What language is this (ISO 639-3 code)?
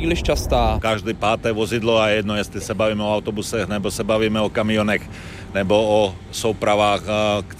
ces